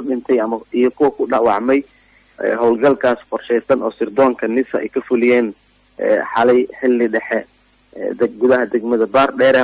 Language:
Somali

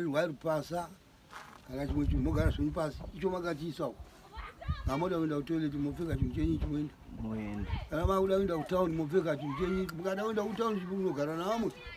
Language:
Shona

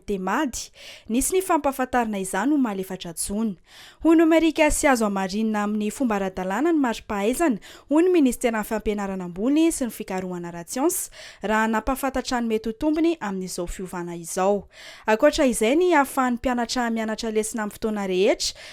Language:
Malagasy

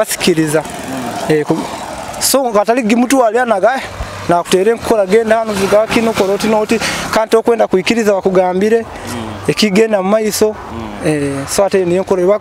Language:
Nyoro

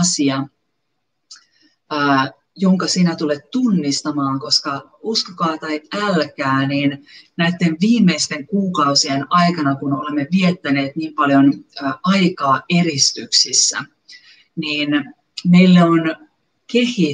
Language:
Finnish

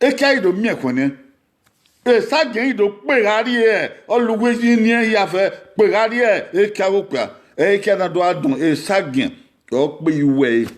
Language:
Bini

